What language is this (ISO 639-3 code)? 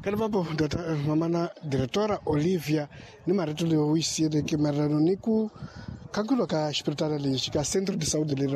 tso